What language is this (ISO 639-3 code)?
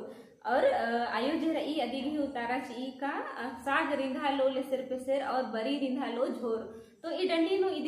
kru